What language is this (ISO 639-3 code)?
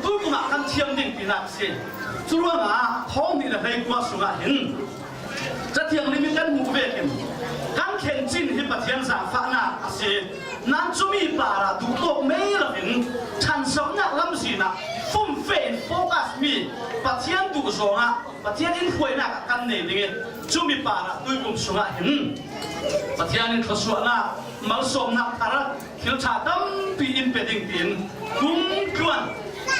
cfm